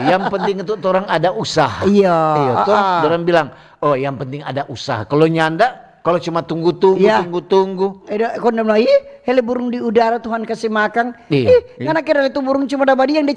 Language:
Manado Malay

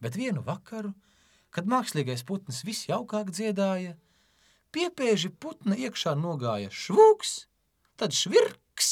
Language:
Latvian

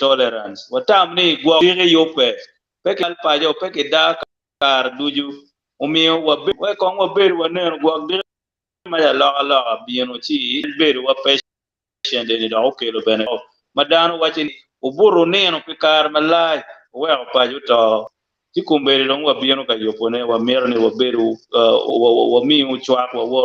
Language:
Acoli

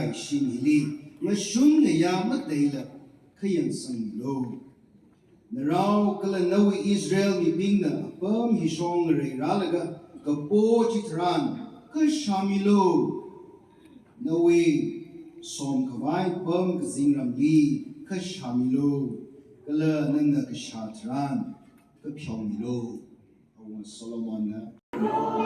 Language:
Tangkhul Naga (India)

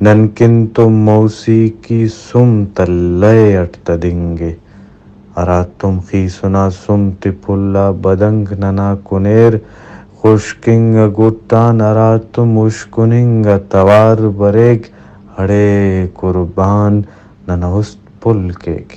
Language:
Brahui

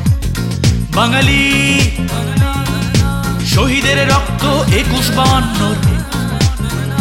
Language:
Bangla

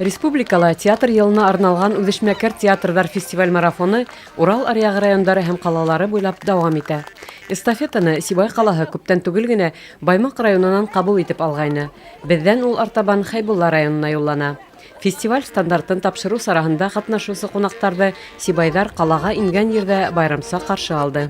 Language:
Bashkir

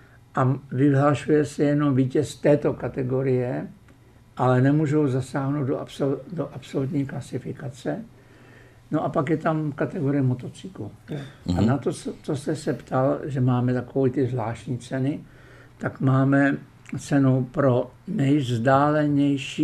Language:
Czech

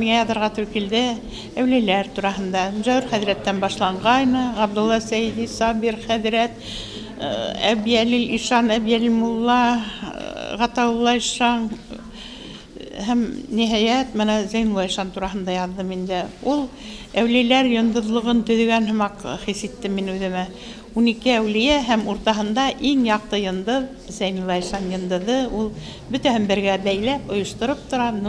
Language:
Bashkir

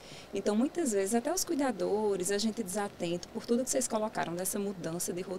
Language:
Portuguese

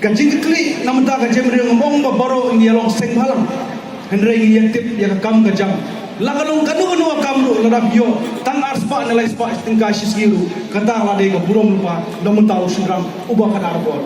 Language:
Khasi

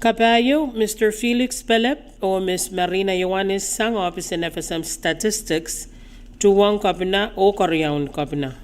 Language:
Pohnpeian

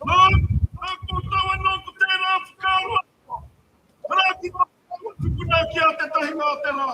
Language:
Māori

